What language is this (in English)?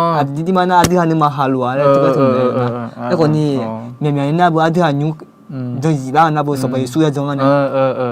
Akha